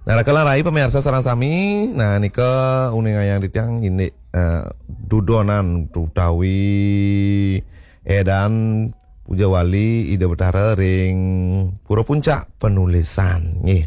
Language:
Balinese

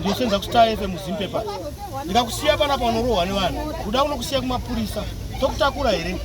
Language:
Shona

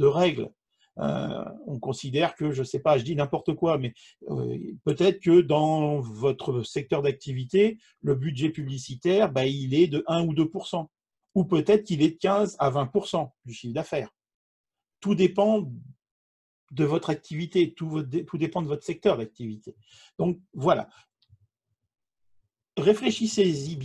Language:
French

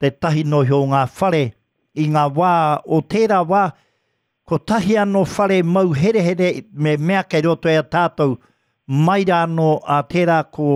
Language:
Māori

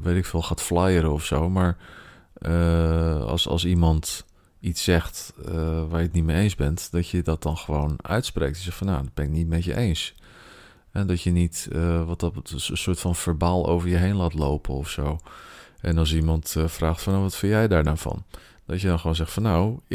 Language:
Dutch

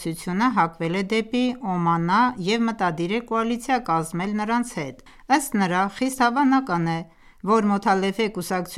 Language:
Armenian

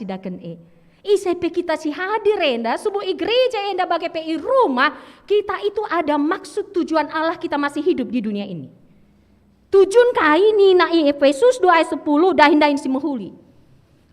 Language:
Batak Karo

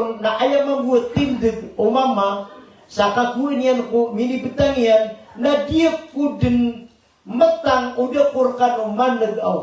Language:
Maranao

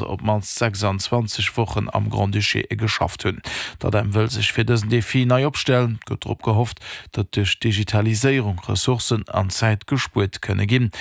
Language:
Luxembourgish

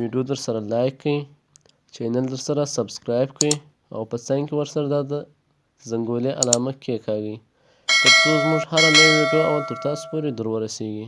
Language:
Pashto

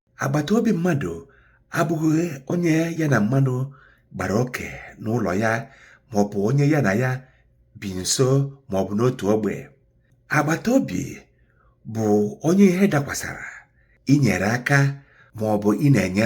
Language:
Igbo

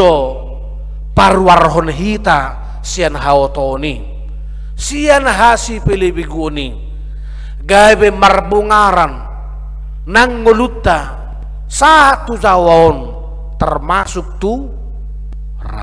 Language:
Batak Toba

